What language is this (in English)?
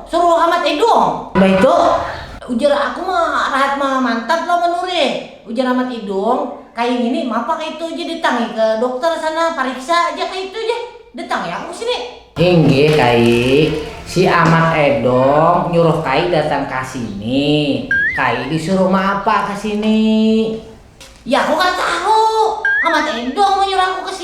Banjar